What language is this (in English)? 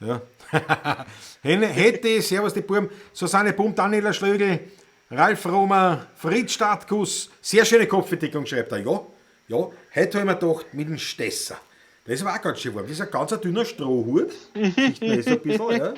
Bavarian